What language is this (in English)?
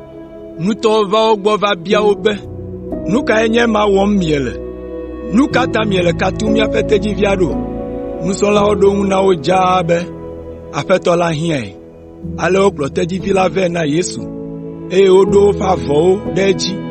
Ewe